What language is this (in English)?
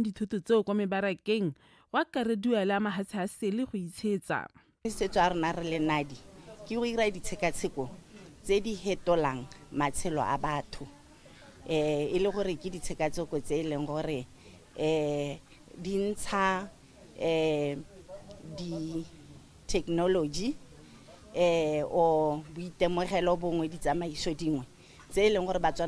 Tswana